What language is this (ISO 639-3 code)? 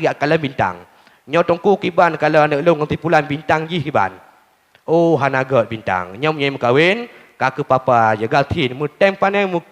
ace